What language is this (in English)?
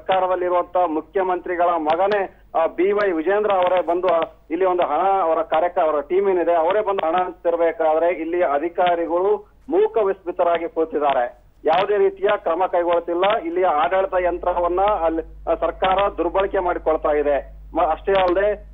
Kannada